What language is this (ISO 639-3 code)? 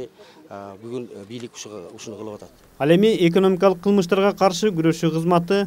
kir